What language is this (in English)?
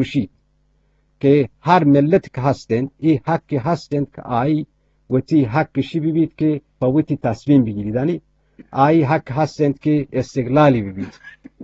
Eastern Balochi